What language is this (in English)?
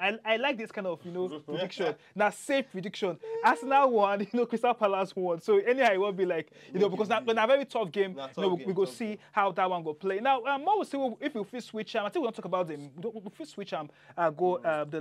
Nigerian Pidgin